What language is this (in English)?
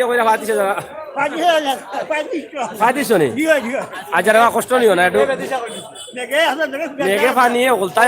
Sylheti